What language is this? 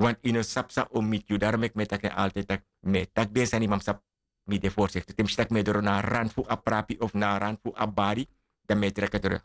Sranan Tongo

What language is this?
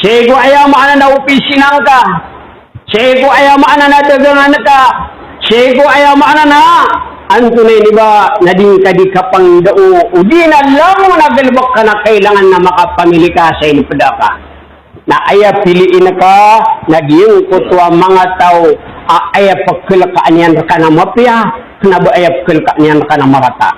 Maranao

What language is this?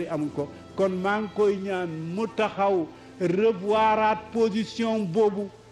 Wolof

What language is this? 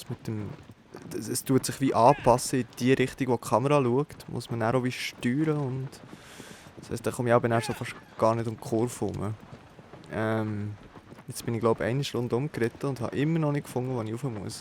Swiss German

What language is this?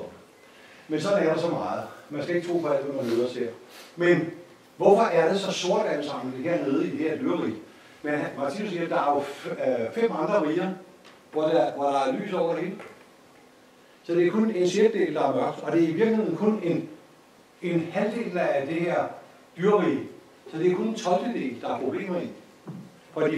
Danish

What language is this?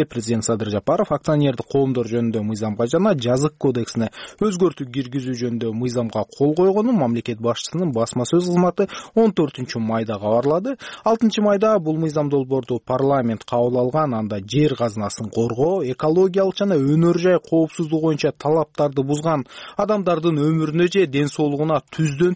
Kyrgyz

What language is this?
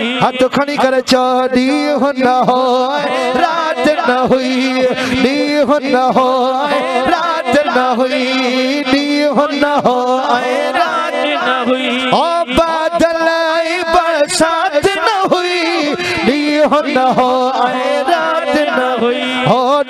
Sindhi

